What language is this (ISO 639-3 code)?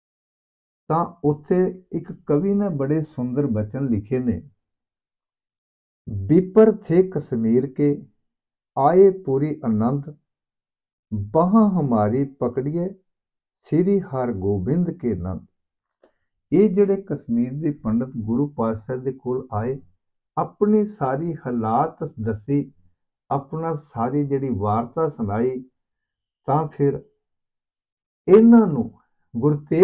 pan